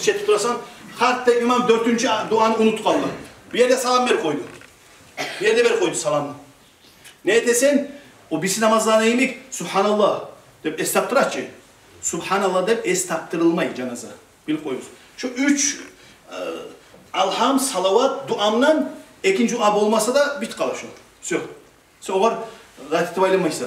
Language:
Kumyk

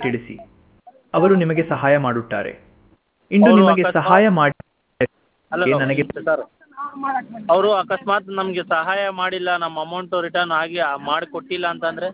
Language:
Kannada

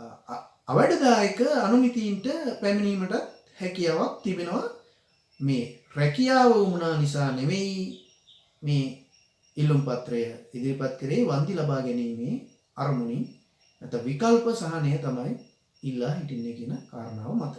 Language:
Sinhala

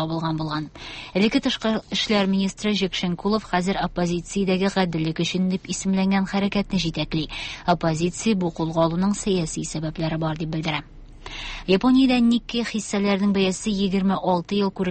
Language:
Tatar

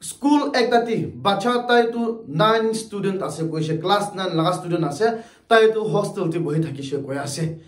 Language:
Naga Pidgin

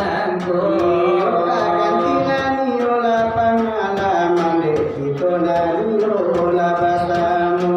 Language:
Minangkabau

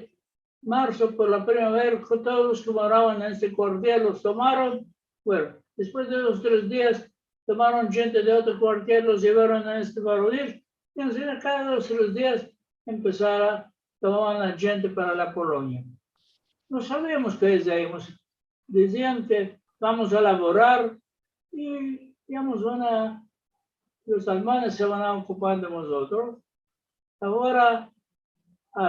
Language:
Ladino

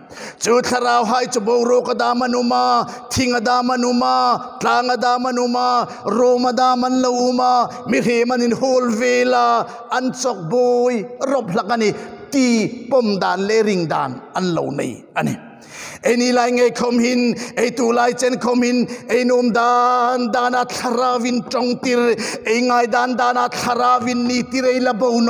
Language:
Hmar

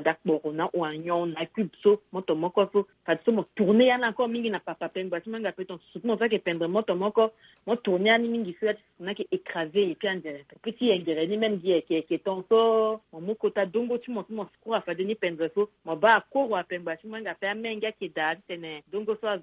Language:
Sango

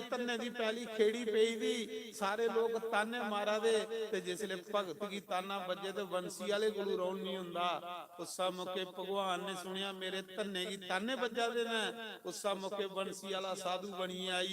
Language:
Dogri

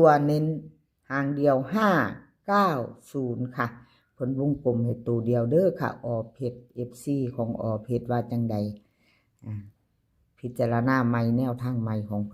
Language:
Northeastern Thai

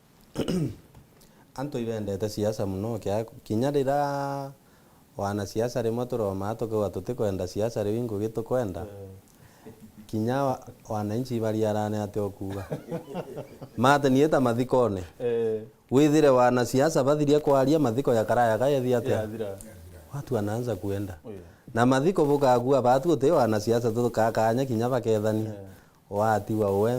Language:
Meru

